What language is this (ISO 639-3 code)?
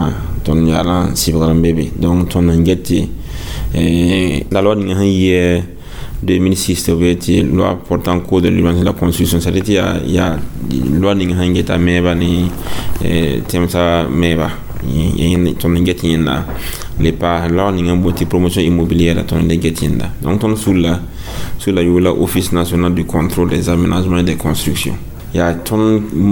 mos